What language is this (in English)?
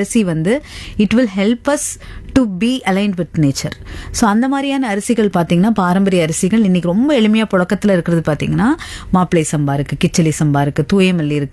Tamil